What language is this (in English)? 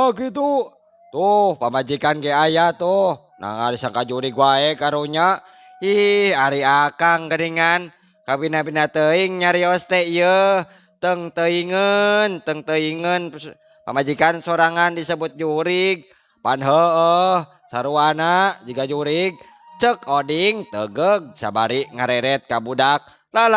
Sundanese